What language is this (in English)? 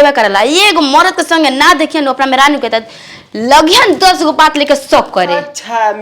Bhojpuri